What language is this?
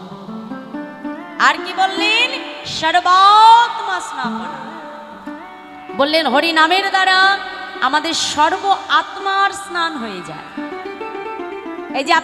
Bangla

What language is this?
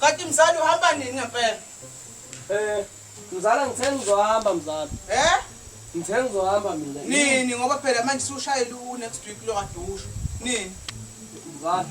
Zulu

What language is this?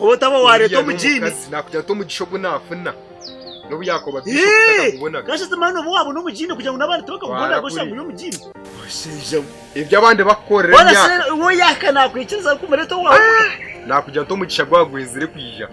Nyankole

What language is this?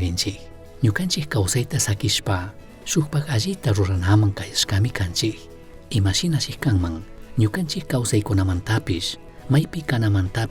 Chimborazo Highland Quichua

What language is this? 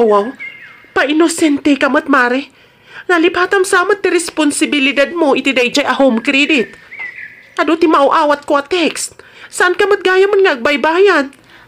Iloko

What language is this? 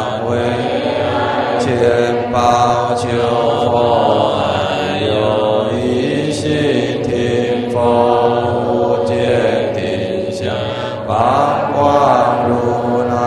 Chinese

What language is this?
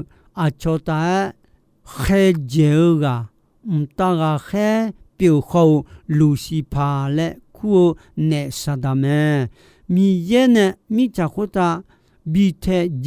Akha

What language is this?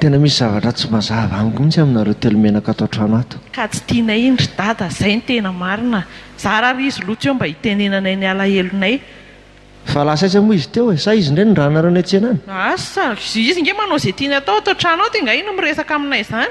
Malagasy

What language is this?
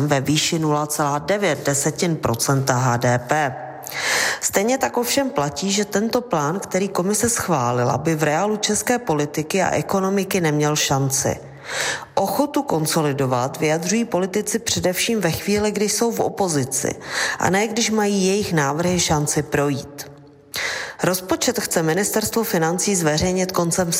Czech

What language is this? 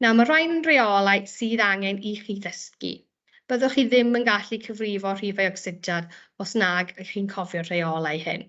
Welsh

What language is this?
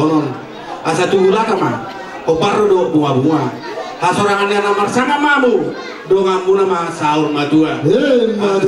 Batak Toba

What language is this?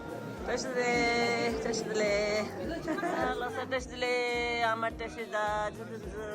Tibetan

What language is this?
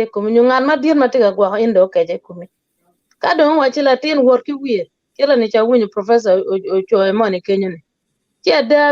Acoli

